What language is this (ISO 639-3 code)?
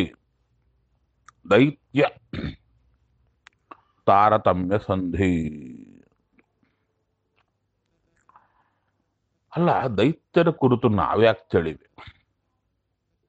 kan